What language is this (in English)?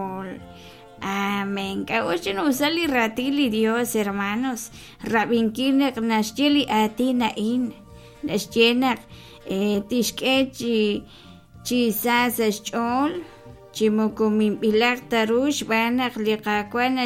Kekchí